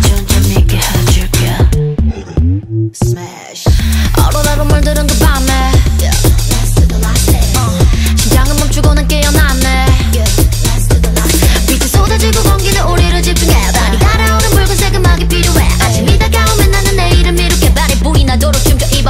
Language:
Korean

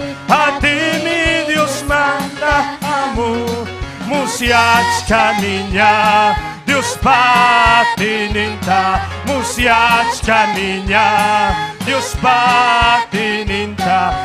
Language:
Ayacucho Quechua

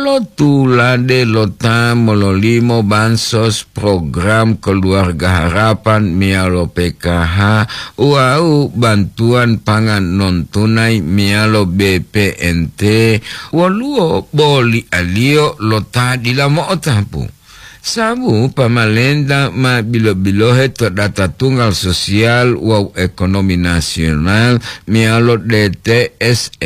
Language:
Gorontalo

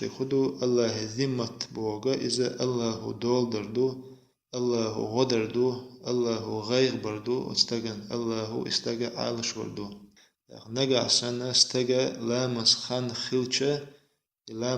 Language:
Chechen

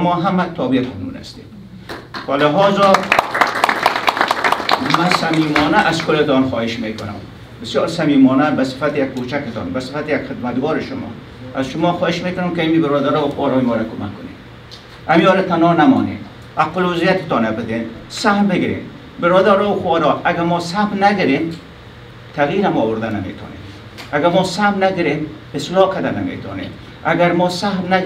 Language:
Persian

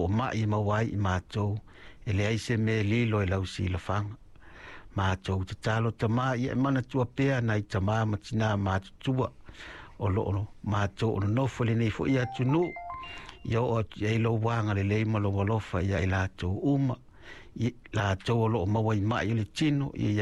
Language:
Samoan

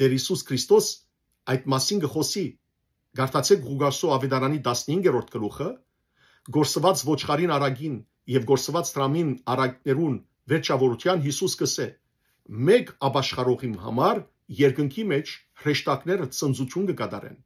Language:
Western Armenian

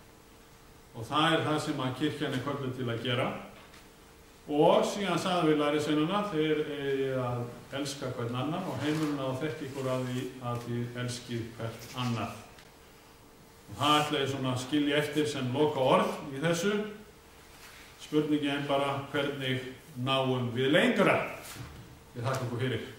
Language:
Icelandic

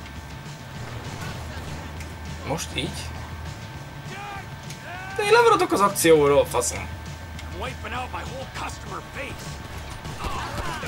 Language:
Hungarian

